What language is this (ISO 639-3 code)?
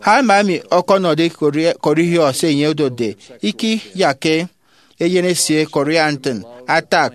efi